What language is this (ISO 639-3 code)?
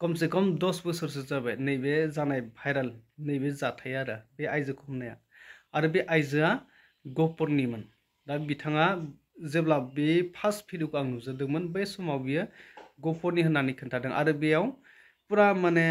brx